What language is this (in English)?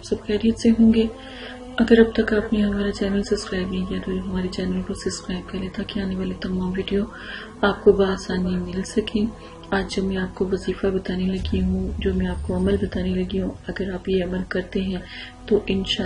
Urdu